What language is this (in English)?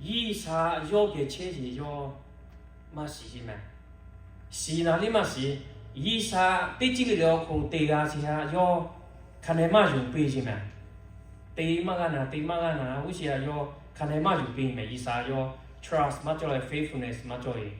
Lahu